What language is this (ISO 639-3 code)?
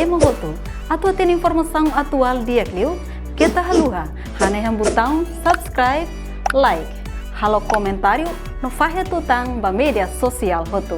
tet